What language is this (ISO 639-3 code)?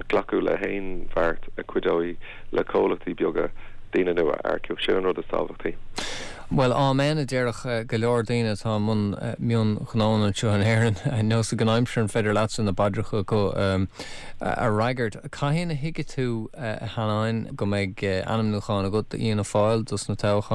gle